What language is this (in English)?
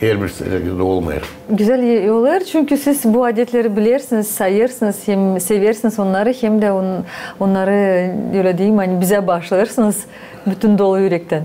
Gagauz